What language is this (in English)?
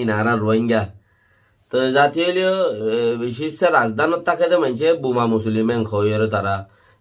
Rohingya